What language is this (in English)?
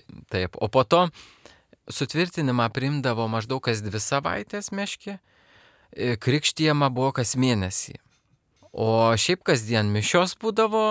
Lithuanian